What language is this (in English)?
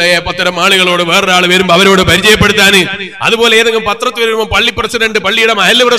Malayalam